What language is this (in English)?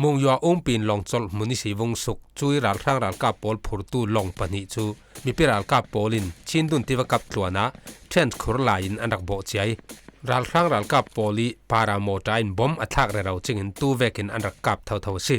Falam Chin